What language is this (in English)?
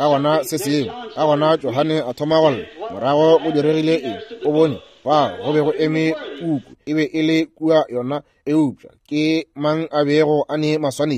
Northern Sotho